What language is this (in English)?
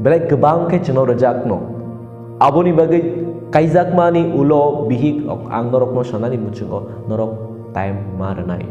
Kok Borok